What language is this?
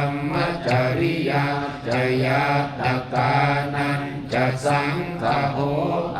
Pali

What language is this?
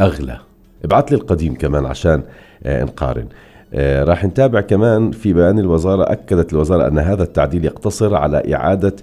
North Levantine Arabic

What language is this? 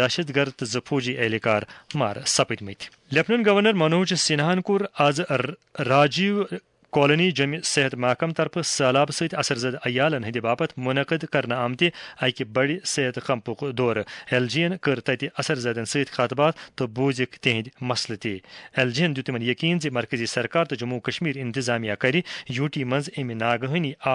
Kashmiri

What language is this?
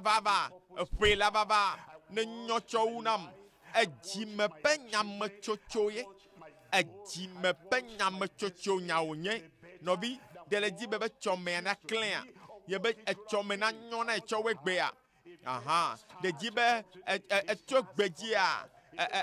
Ewe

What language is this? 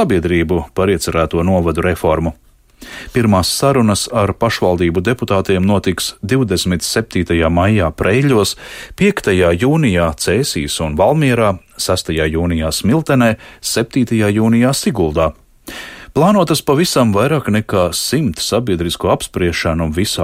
Latvian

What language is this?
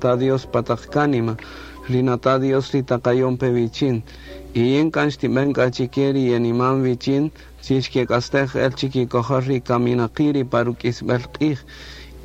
Kaqchikel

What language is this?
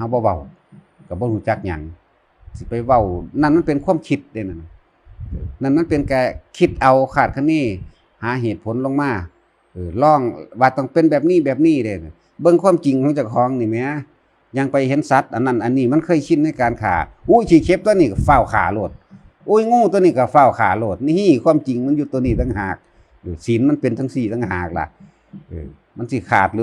Northeastern Thai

